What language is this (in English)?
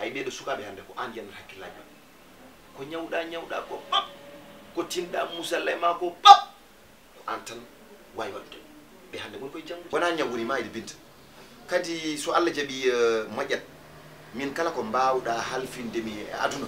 Fula